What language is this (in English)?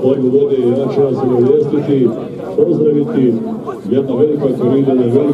Croatian